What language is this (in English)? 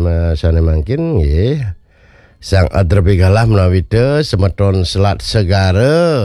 Balinese